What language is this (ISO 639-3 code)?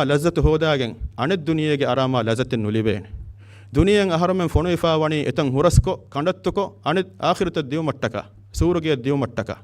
div